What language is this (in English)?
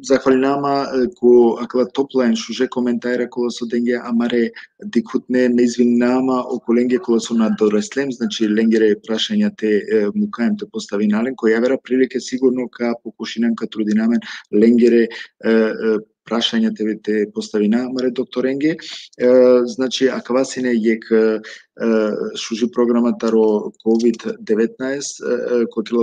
Balkan Romani